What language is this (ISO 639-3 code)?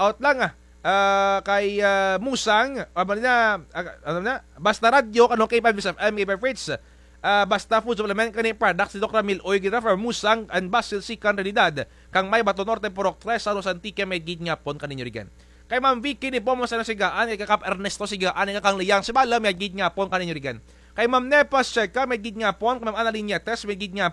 krj